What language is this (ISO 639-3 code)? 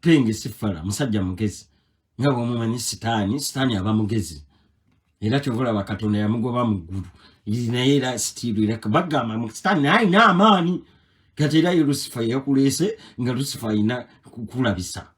lug